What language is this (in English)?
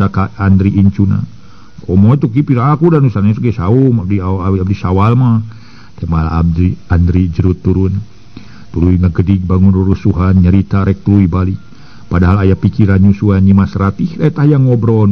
Sundanese